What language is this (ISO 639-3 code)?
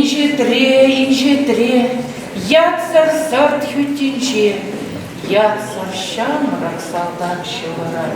chv